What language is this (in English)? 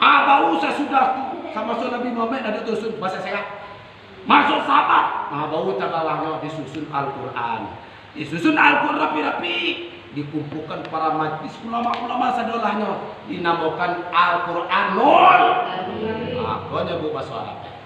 Minangkabau